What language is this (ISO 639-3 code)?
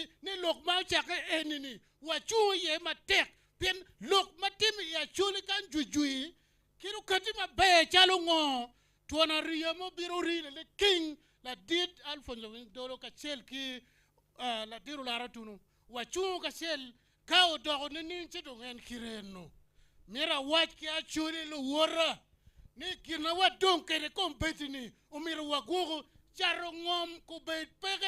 ach